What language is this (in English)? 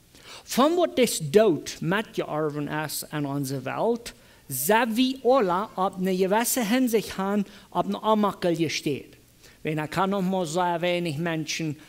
Plautdietsch